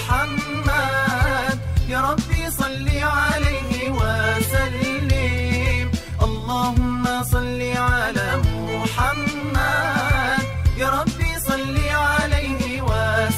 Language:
Arabic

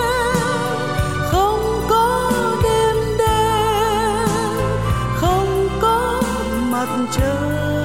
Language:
Vietnamese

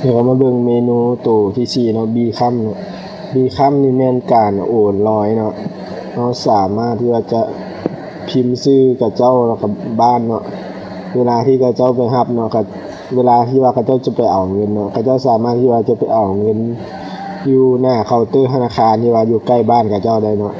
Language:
Lao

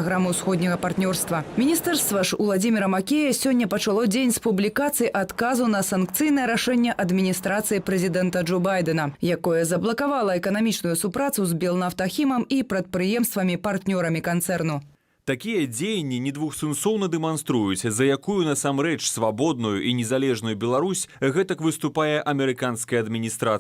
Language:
Belarusian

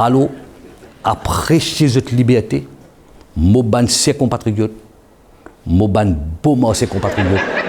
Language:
Morisyen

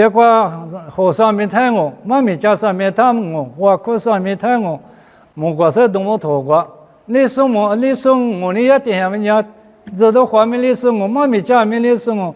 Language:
Lisu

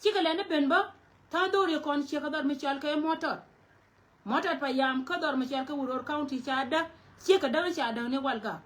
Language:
Nuer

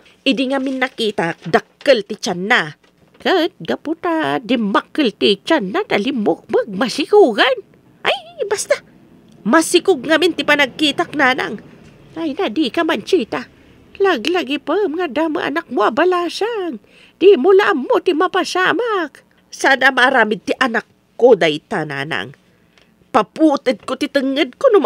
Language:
Iloko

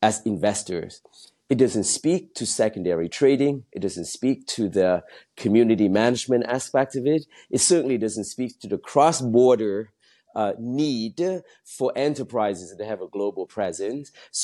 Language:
English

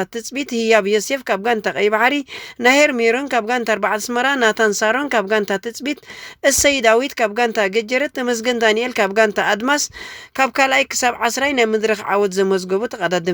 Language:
Tigrinya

